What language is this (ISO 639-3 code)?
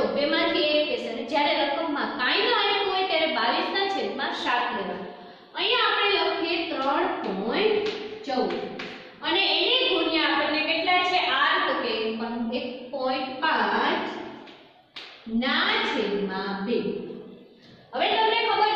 guj